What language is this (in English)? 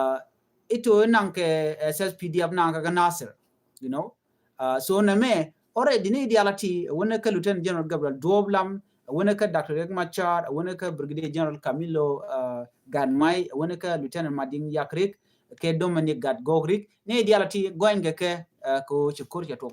Nuer